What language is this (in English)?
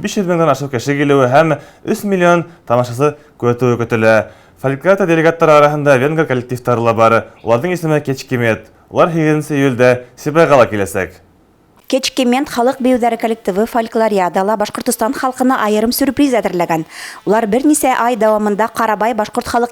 Bashkir